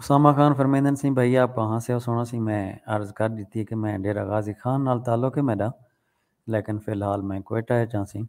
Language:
Saraiki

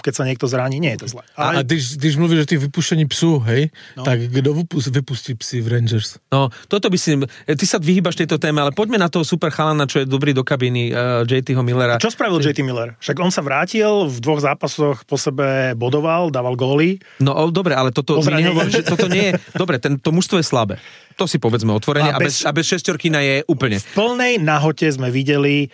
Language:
Slovak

